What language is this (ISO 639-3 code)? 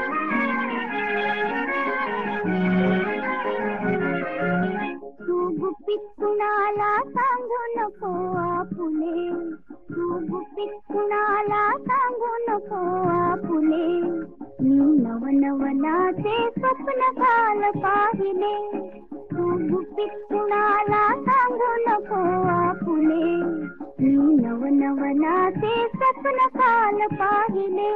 mar